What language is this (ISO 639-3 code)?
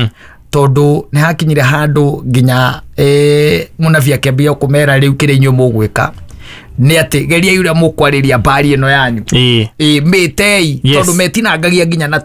kik